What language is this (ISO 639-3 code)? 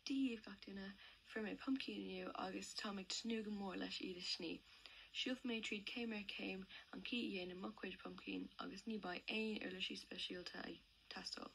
gle